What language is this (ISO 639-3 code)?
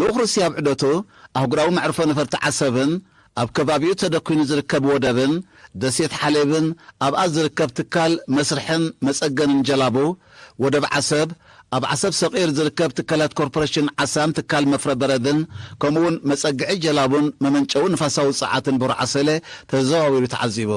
tir